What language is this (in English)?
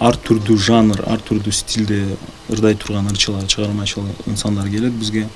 Kyrgyz